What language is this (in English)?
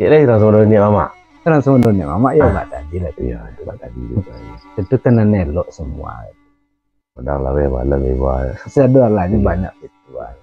Minangkabau